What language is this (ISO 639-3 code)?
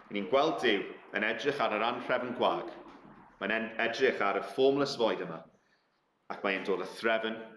cym